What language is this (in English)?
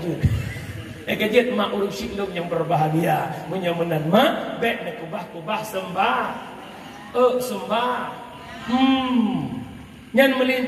Achinese